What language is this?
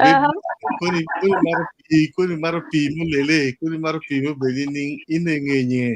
Acoli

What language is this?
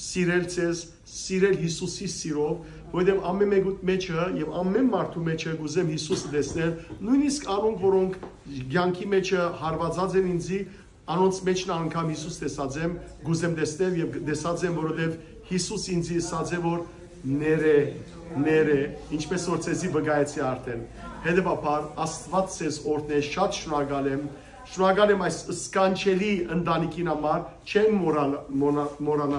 Western Armenian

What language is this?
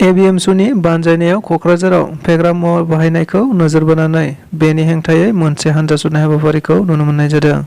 Bodo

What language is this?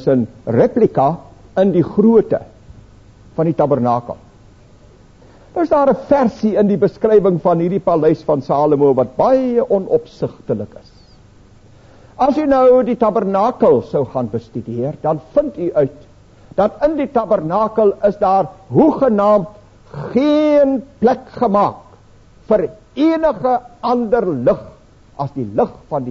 Afrikaans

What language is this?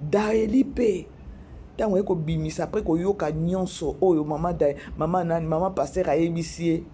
Lingala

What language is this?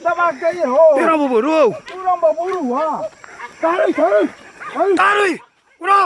Minangkabau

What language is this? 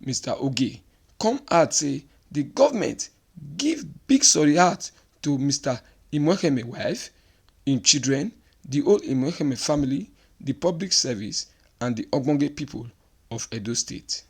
Nigerian Pidgin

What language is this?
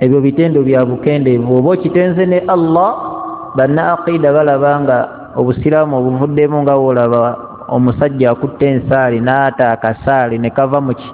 Ganda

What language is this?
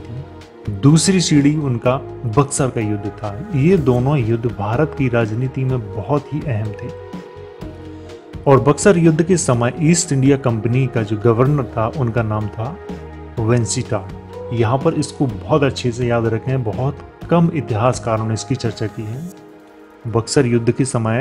Hindi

